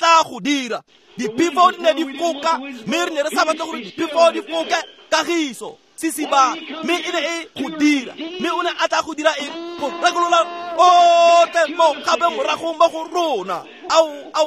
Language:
Tswana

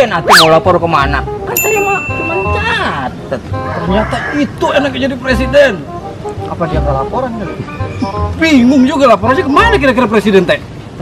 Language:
Betawi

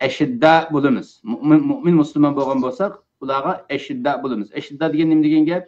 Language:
Uyghur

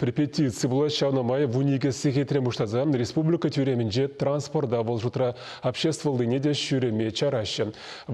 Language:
Chuvash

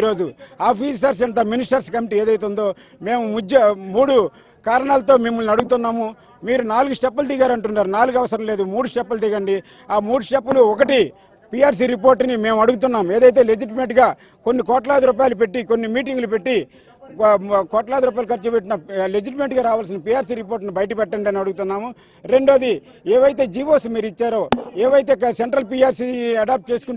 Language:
Telugu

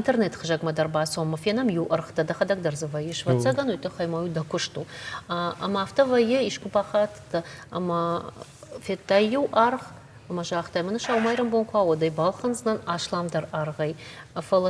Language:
Ossetic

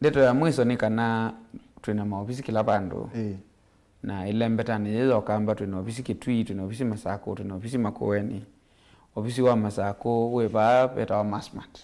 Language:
Kamba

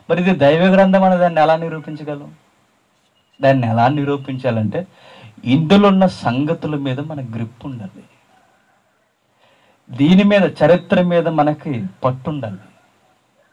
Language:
Telugu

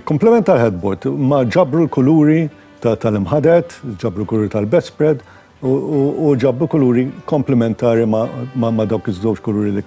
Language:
Maltese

